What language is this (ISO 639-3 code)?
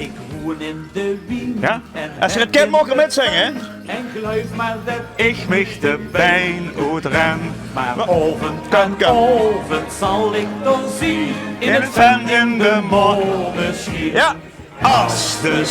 lim